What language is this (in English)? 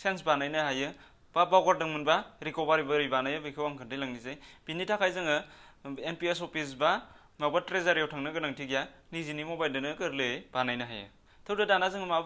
Bodo